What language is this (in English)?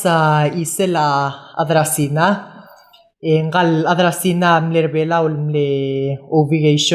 Palauan